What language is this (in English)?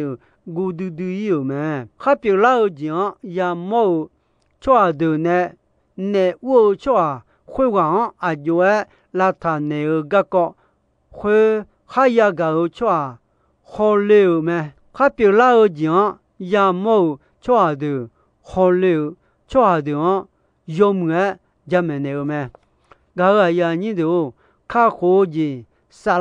Akha